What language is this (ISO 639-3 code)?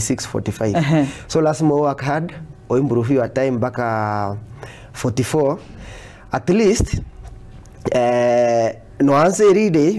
guz